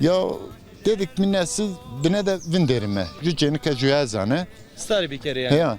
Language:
Zaza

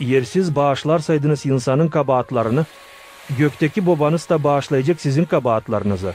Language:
Gagauz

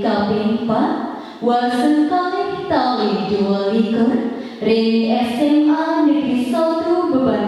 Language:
Balinese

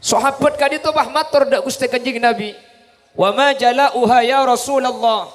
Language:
Madurese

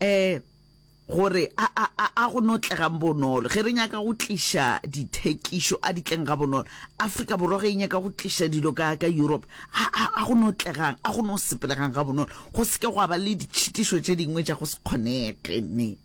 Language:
Northern Sotho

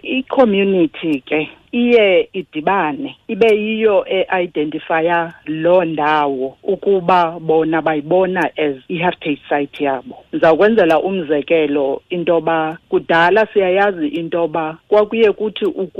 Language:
Xhosa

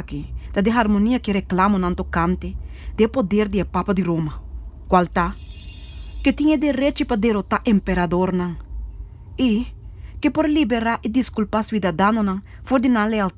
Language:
Papiamento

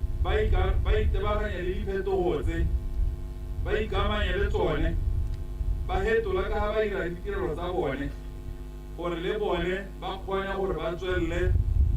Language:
Tswana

